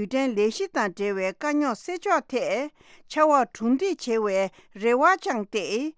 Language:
Tibetan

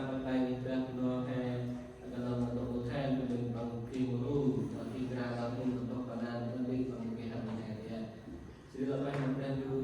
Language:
Central Mnong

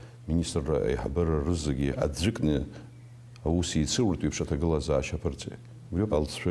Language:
Abkhazian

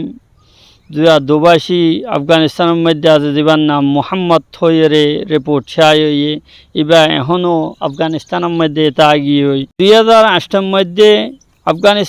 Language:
Rohingya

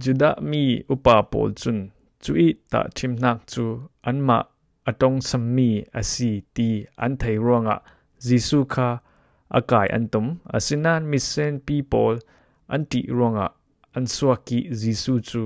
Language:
Falam Chin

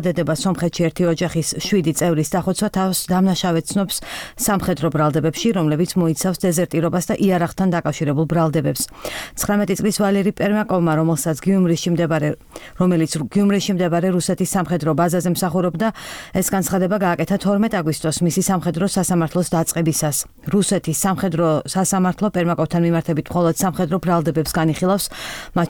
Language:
Georgian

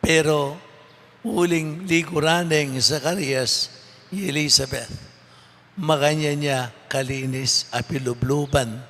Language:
Pampanga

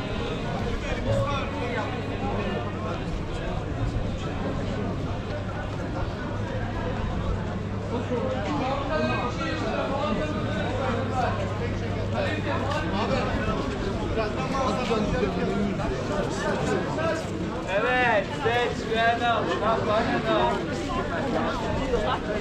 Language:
Turkish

